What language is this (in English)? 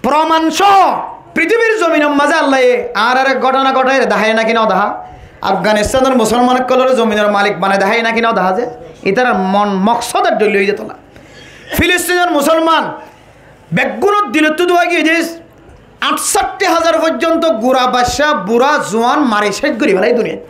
Rohingya